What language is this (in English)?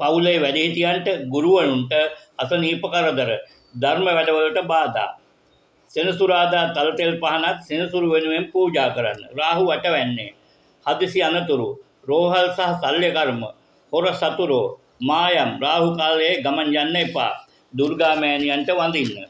Sinhala